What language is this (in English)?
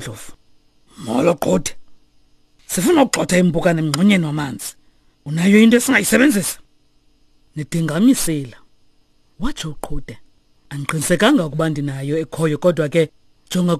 Xhosa